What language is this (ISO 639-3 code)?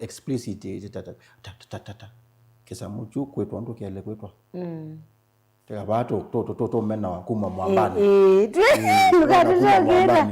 kam